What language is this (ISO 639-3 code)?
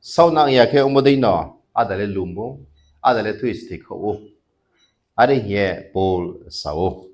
ria